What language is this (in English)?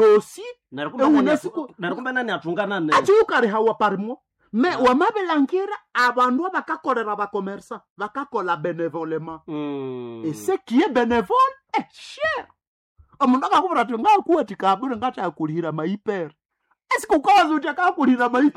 Nande